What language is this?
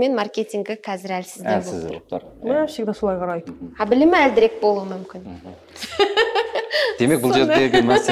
Kazakh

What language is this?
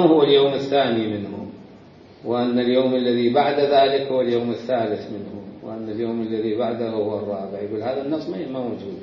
Mesopotamian Arabic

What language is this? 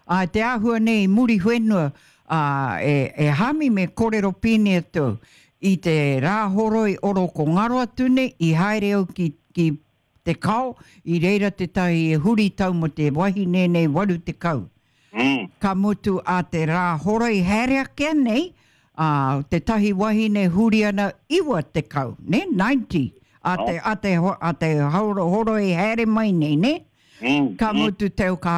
Māori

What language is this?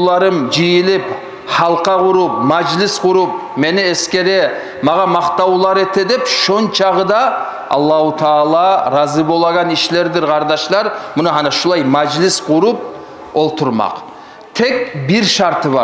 Kumyk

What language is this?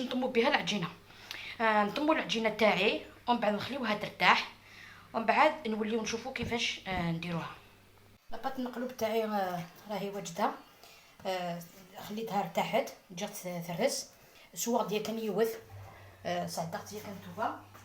Algerian Arabic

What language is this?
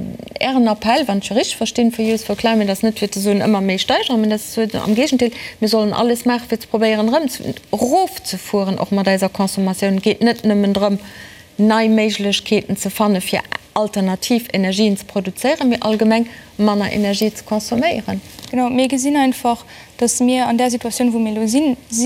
Luxembourgish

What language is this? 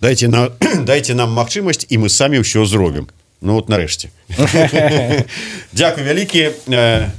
Belarusian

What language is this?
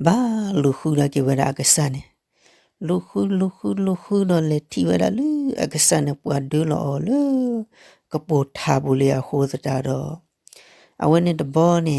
S'gaw Karen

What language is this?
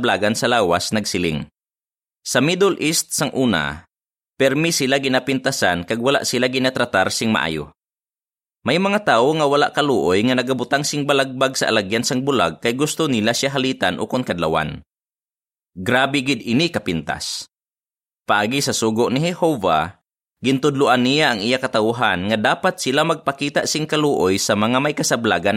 Hiligaynon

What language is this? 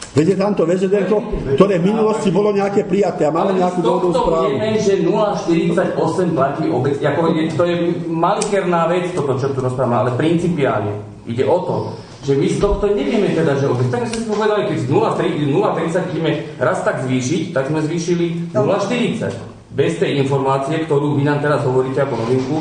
Slovak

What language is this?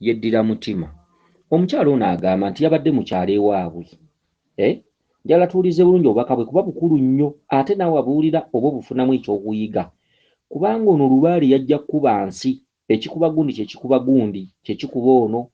Ganda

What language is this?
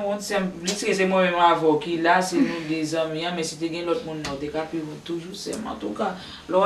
Haitian Creole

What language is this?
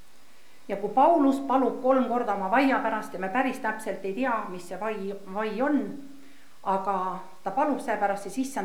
Estonian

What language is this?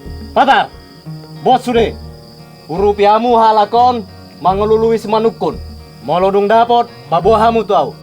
Batak Toba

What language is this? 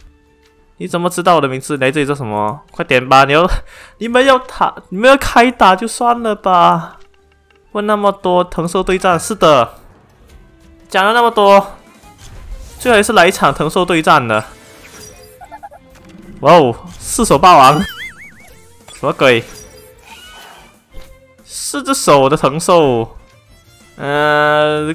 Chinese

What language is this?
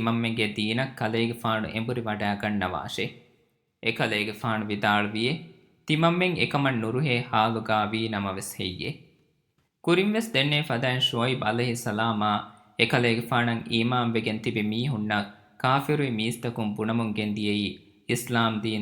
Divehi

